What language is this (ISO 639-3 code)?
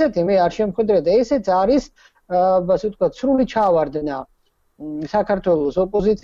kat